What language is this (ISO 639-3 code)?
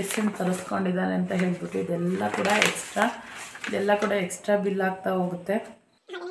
kan